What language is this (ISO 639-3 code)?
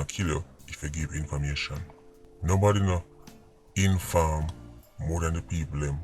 jam